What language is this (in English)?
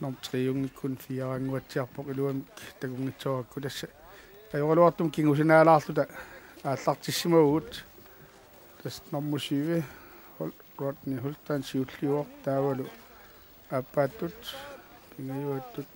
Kalaallisut